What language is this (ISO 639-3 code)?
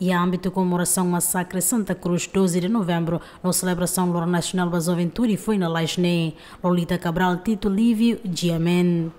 tet